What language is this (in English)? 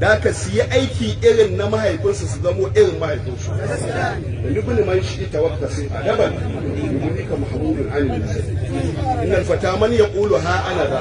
Hausa